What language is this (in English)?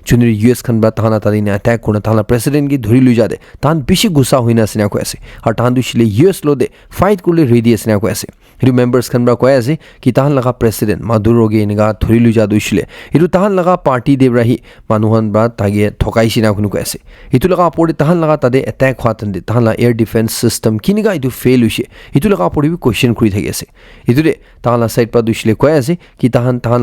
Naga Pidgin